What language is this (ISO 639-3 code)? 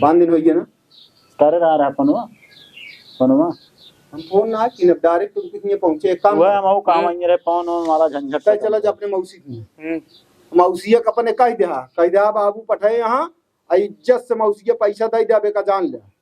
awa